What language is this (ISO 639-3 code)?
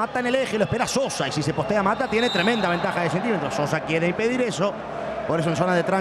spa